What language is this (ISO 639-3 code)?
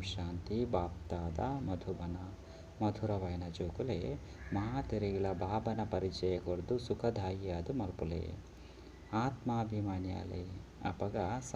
tcy